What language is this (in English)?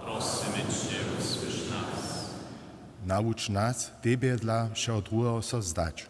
Upper Sorbian